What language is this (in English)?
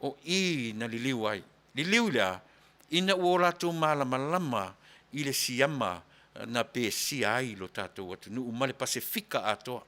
Samoan